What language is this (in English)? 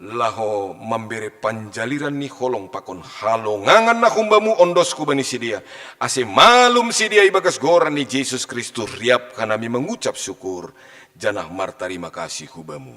Batak Simalungun